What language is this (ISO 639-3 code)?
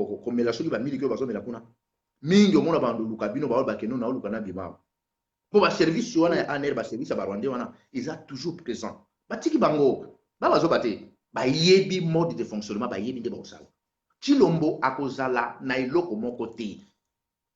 lin